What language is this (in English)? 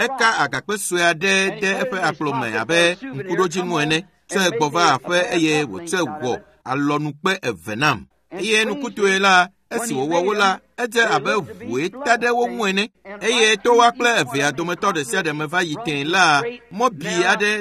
Ewe